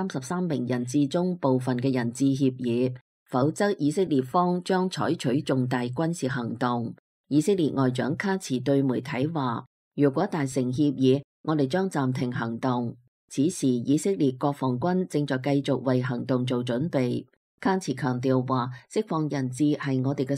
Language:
Cantonese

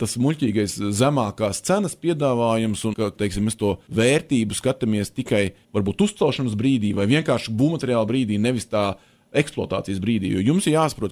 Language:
Latvian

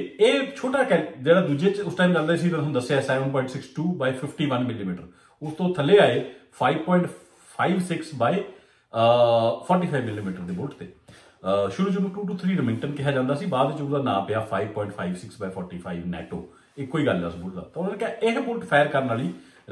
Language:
Punjabi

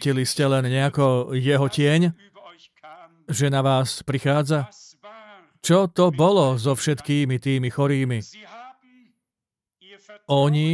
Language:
Slovak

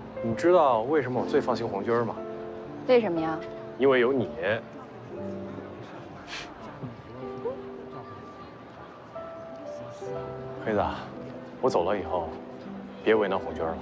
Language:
Chinese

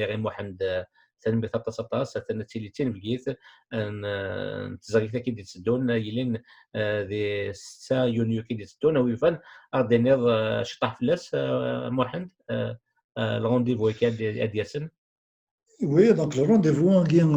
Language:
Kabyle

